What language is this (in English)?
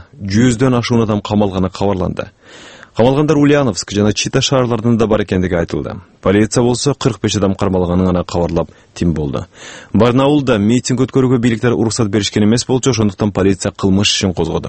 Kyrgyz